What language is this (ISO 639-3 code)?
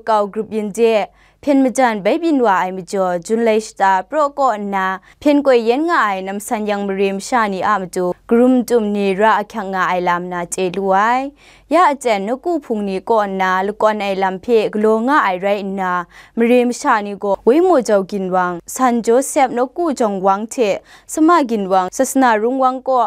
kac